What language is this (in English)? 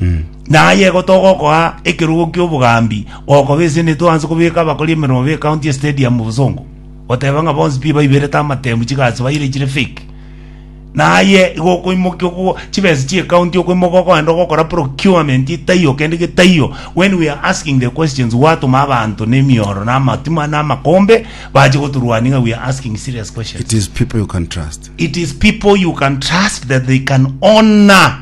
Gusii